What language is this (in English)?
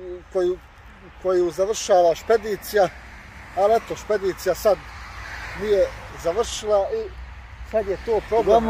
Croatian